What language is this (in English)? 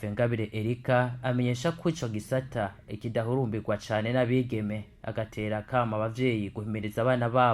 Rundi